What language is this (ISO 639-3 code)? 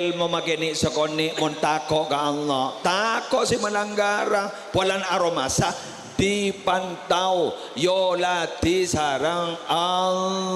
mad